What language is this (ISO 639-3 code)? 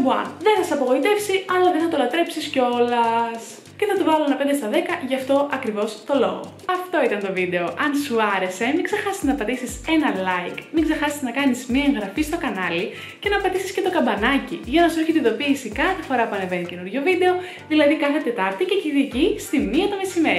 ell